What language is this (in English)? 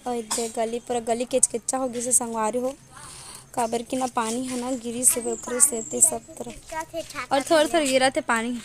Chhattisgarhi